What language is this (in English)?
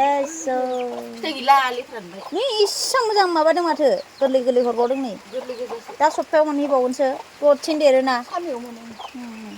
Bodo